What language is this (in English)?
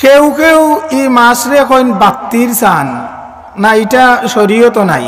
Sylheti